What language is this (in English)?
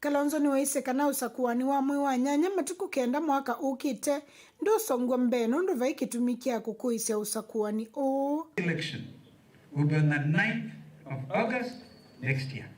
Kamba